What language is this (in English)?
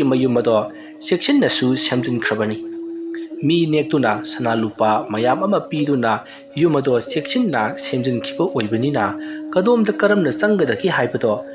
Manipuri